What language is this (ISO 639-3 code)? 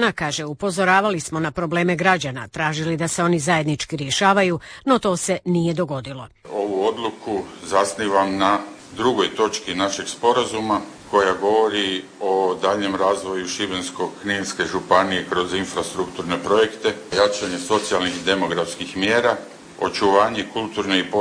hrv